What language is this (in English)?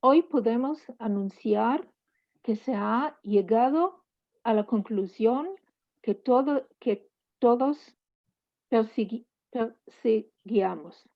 Ladino